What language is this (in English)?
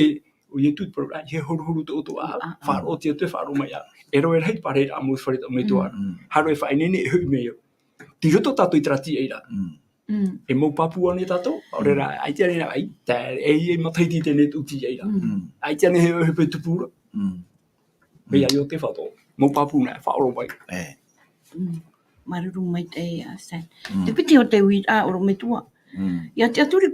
Tahitian